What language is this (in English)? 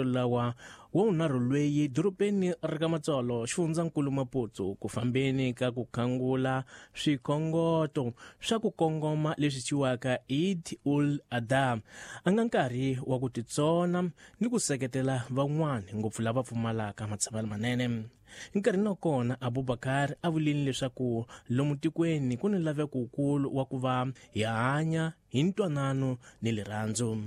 Tsonga